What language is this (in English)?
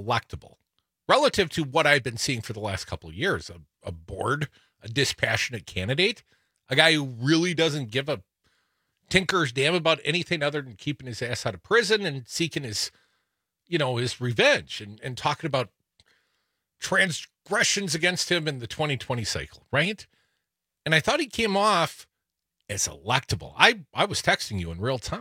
English